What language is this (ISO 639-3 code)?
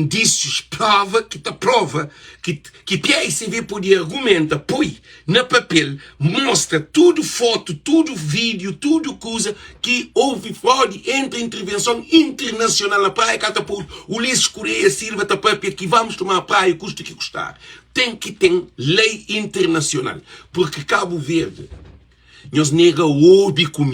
kea